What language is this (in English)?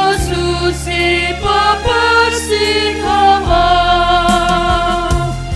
Batak Simalungun